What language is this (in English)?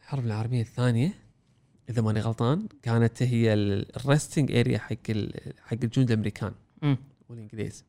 Gulf Arabic